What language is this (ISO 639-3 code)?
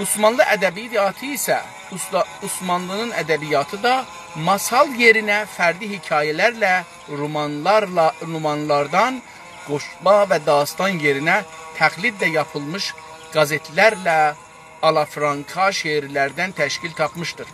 azb